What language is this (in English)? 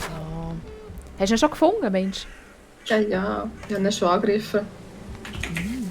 Swiss German